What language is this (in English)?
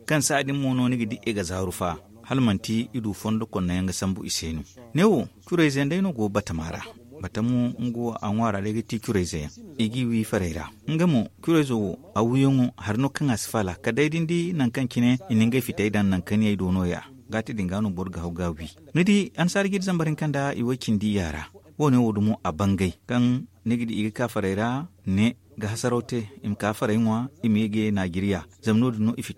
Zarma